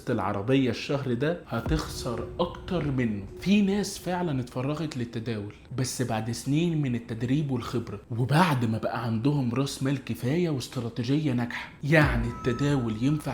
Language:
Egyptian Arabic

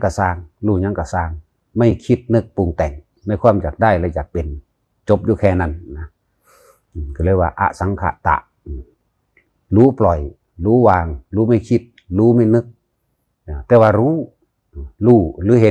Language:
Northeastern Thai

